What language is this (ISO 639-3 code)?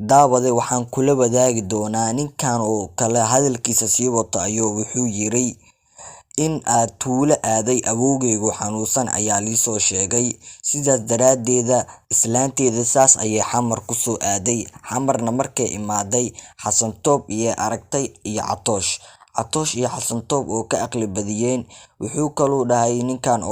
som